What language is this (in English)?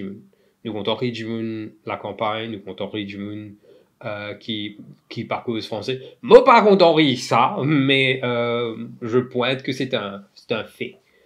Morisyen